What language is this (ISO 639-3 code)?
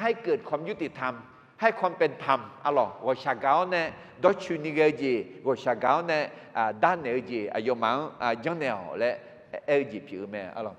ahk